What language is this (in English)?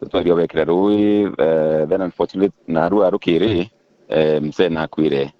Meru